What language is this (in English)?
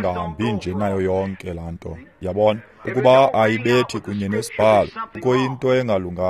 Xhosa